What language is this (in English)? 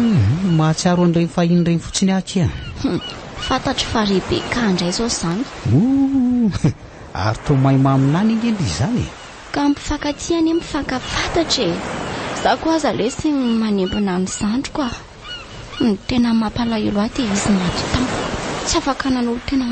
Malagasy